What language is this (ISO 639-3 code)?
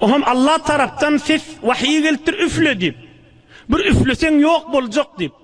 tuk